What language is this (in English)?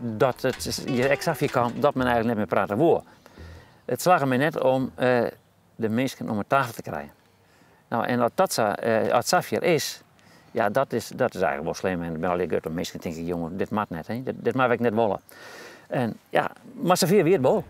Western Frisian